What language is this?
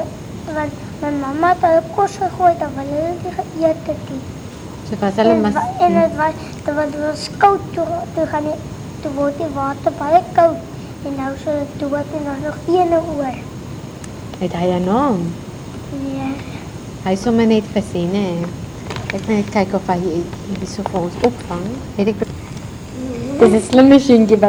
Afrikaans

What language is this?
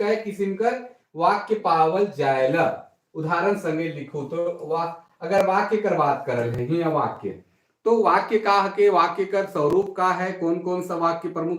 Sadri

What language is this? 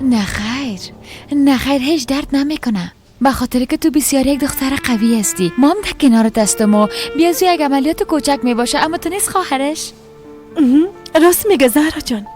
Persian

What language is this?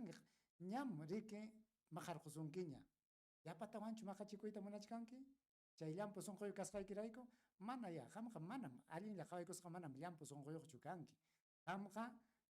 Ayacucho Quechua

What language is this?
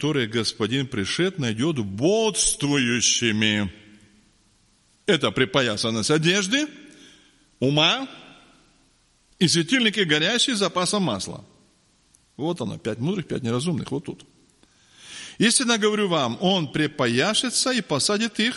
Russian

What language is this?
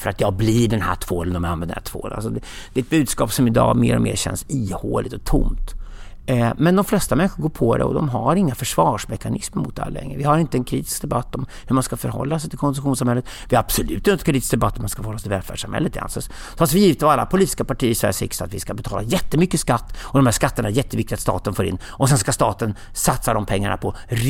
Swedish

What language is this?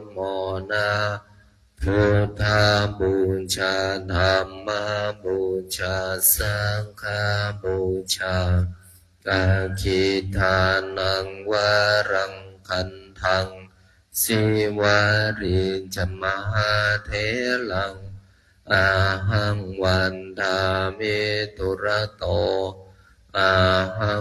Pali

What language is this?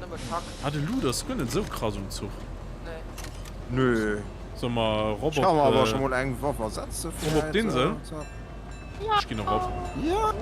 Luxembourgish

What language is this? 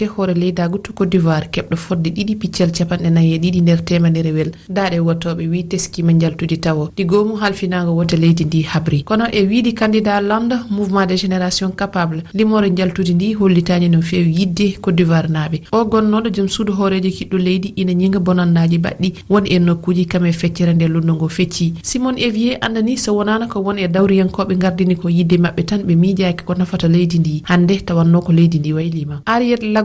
Fula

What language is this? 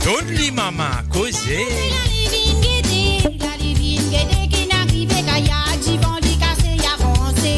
Morisyen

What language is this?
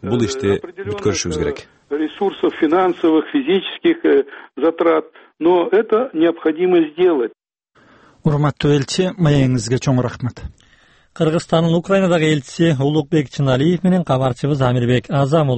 Kyrgyz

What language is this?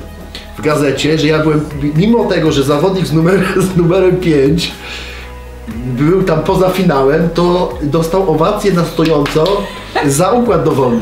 Polish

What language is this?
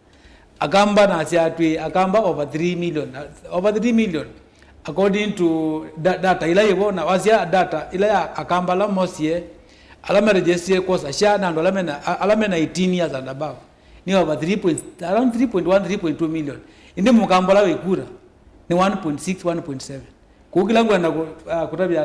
Kamba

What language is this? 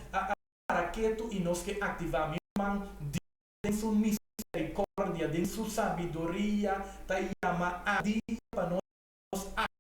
Papiamento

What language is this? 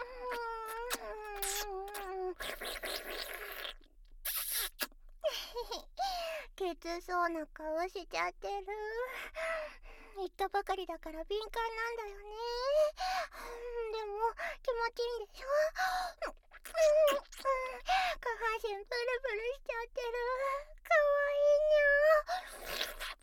Japanese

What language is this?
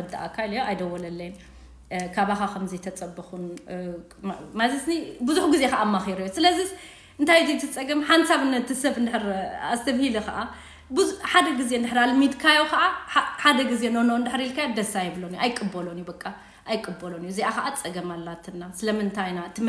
Tigrinya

